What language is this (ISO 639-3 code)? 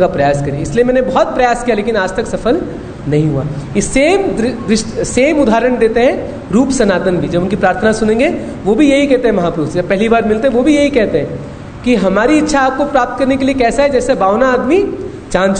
hin